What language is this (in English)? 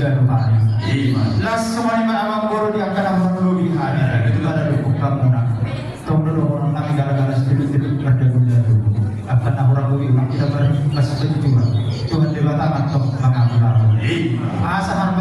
Batak Toba